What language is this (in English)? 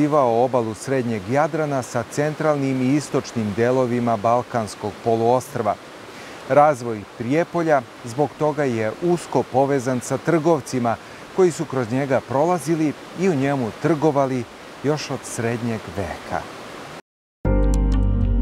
Serbian